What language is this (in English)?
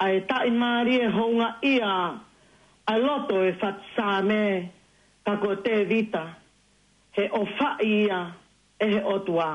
Tongan